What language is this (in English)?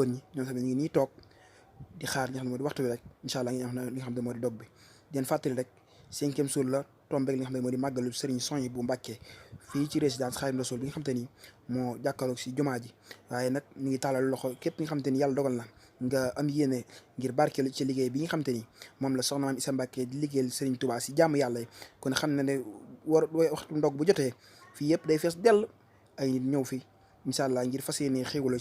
Wolof